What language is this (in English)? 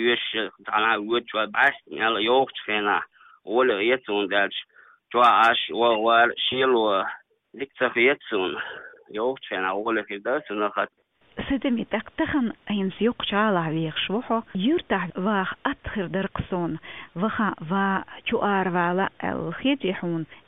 Chechen